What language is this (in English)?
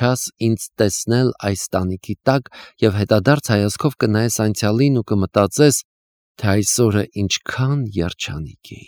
Armenian